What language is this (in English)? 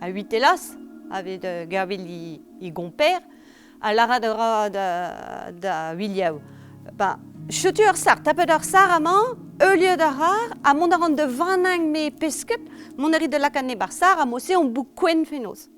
Breton